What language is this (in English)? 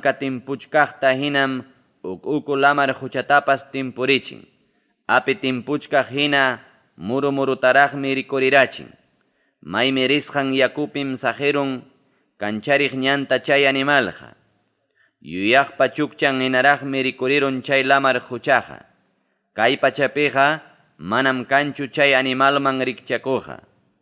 Ayacucho Quechua